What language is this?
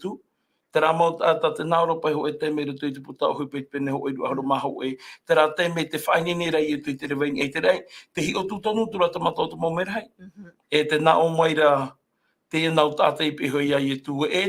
Tahitian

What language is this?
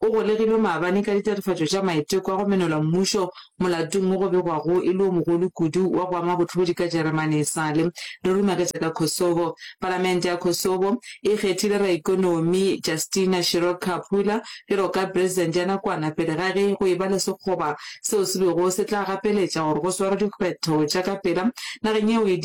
Northern Sotho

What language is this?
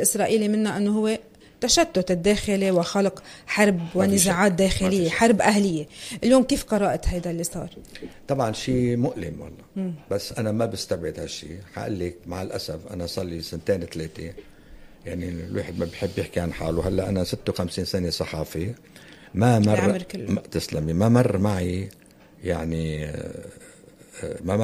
North Levantine Arabic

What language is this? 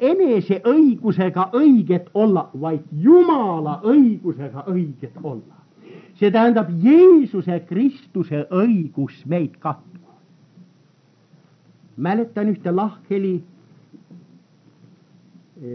Estonian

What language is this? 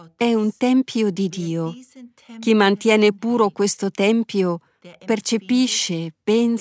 Italian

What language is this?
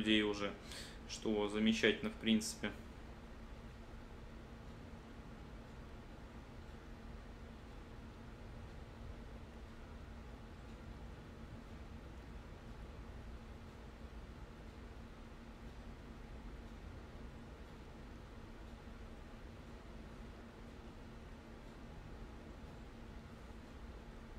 Russian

